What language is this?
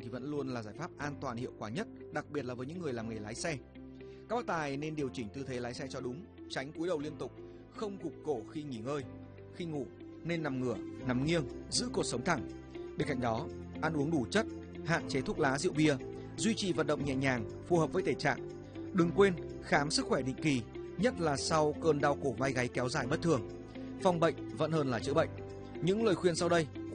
Vietnamese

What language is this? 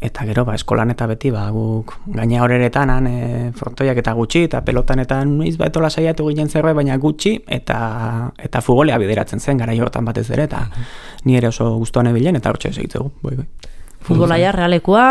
Basque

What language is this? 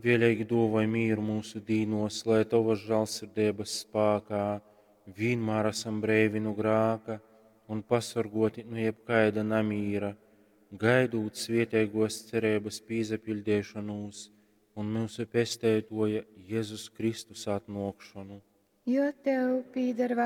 Latgalian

